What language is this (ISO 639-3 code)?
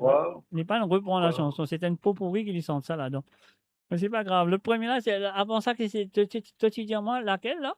mfe